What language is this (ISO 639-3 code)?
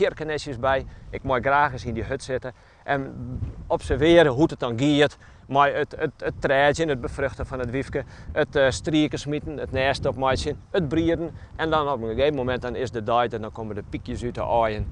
fry